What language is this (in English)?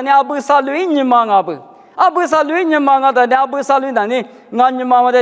Lisu